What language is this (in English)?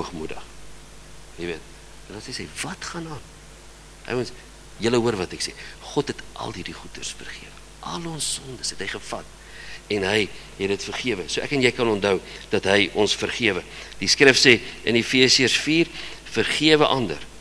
Afrikaans